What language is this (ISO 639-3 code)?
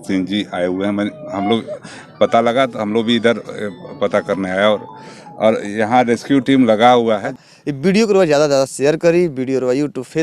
bho